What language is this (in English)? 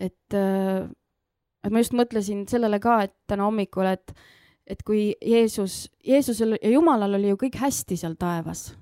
Estonian